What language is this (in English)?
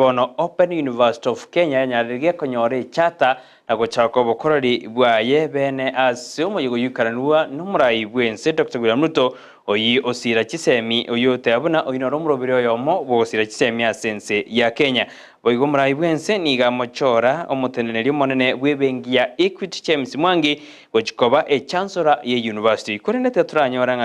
Gusii